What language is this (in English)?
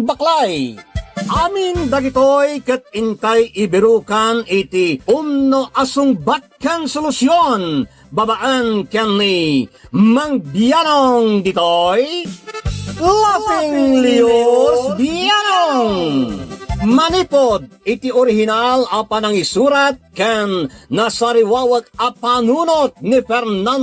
Iloko